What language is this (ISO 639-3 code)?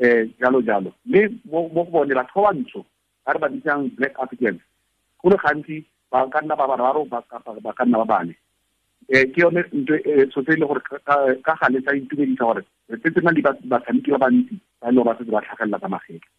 tsn